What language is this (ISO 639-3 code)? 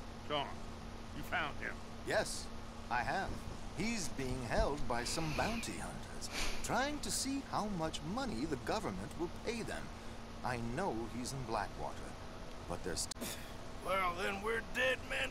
eng